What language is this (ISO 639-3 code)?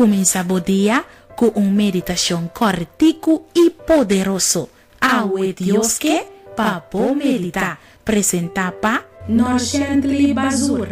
pap